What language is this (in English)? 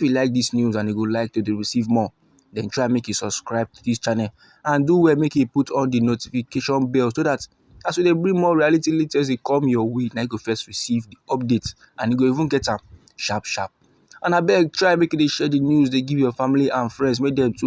Nigerian Pidgin